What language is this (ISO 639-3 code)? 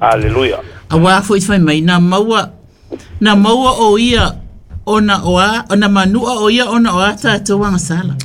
smo